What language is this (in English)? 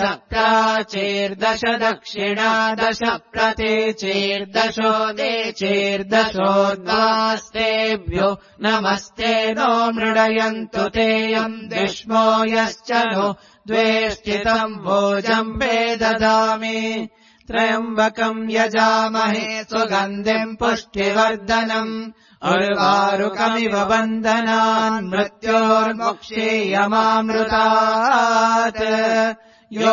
Sanskrit